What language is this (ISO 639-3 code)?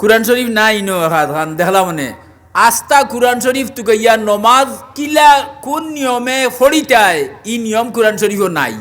syl